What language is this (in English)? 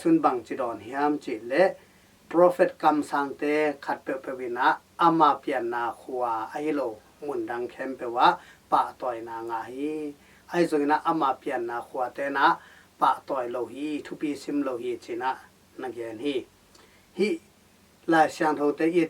Tedim Chin